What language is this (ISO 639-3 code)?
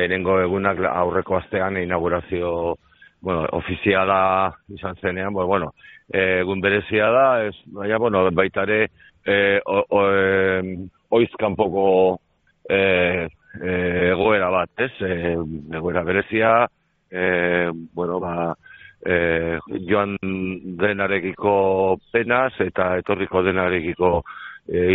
eus